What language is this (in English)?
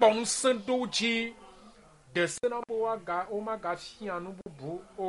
Ewe